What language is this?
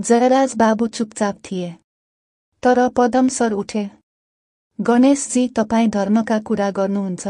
Nepali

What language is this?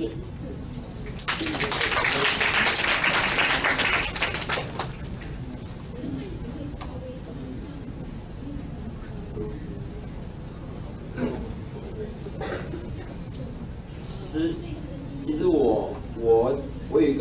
Chinese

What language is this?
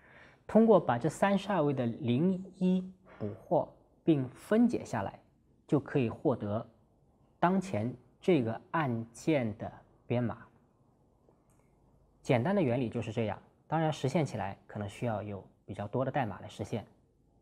Chinese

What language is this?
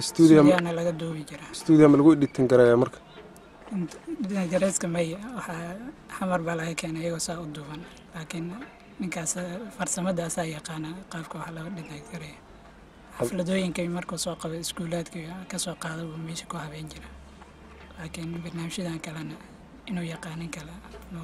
Somali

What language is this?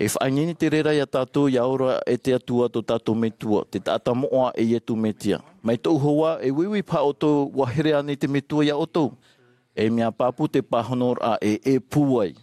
Tahitian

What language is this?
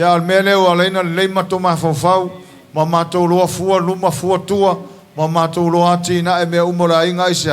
Samoan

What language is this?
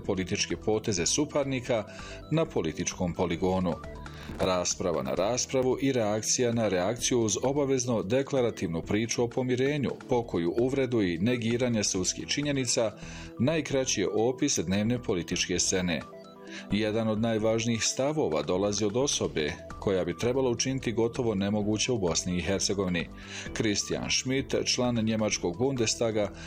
Bosnian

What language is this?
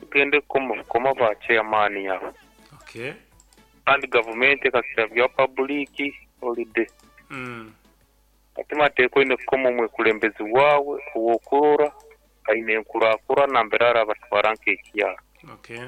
Nyankole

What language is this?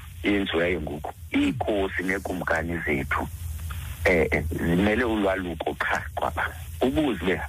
Xhosa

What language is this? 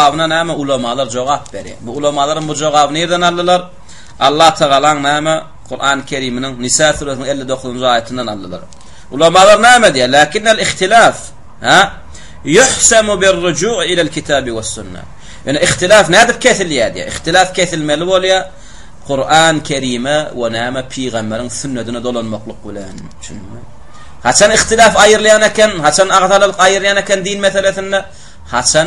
Turkmen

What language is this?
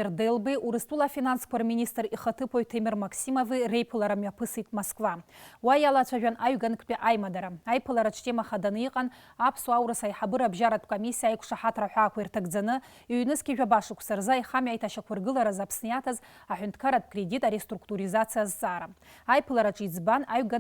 Abkhazian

